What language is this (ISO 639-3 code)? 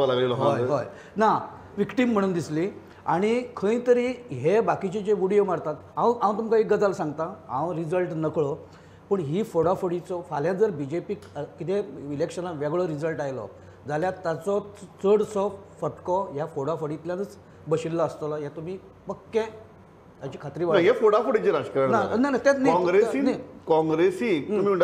kok